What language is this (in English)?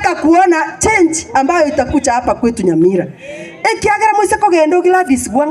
Gusii